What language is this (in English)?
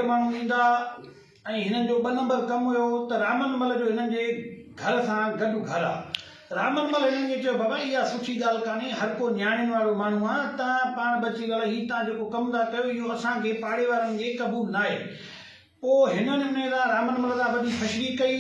Sindhi